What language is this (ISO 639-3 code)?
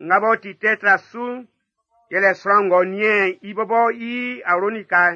bci